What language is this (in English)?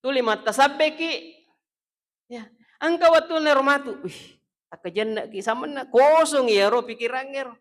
Buginese